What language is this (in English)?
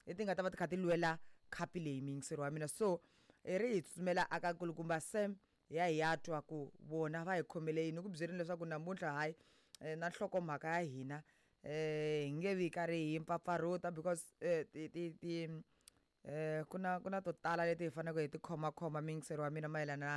Tsonga